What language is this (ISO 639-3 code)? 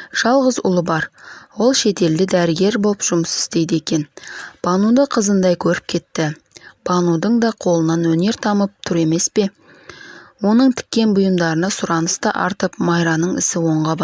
kaz